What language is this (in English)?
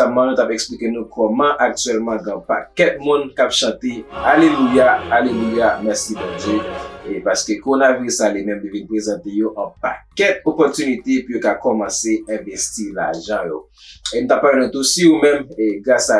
Haitian Creole